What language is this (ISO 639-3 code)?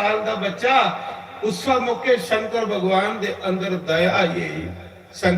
doi